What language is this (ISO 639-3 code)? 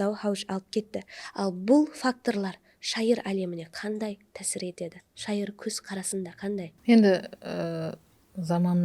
kaa